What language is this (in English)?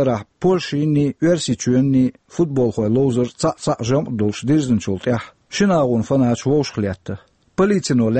Chechen